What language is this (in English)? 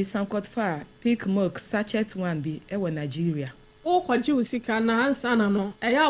Akan